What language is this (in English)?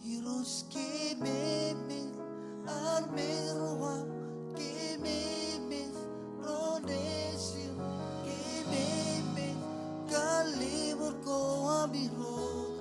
Marshallese